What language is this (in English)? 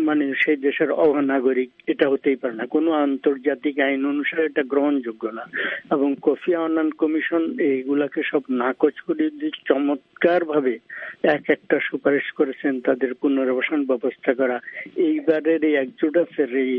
Bangla